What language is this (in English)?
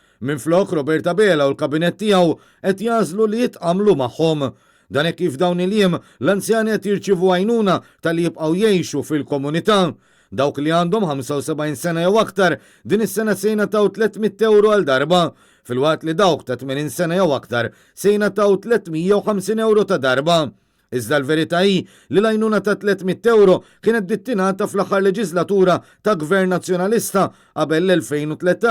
Maltese